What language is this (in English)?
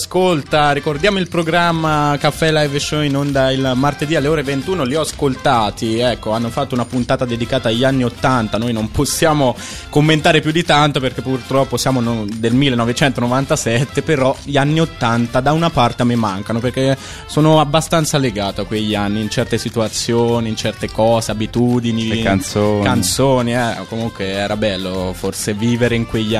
Italian